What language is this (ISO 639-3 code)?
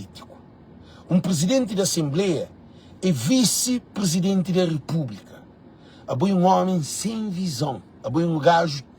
kea